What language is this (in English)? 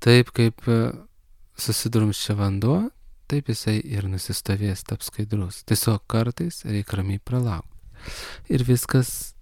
Lithuanian